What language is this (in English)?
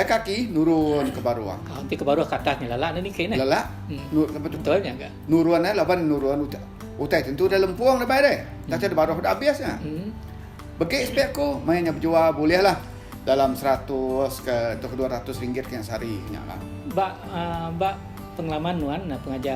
Iban